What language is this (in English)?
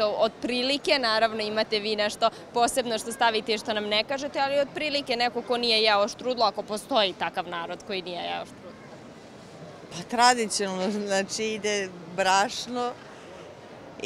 Serbian